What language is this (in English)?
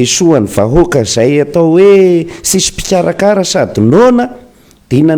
Malagasy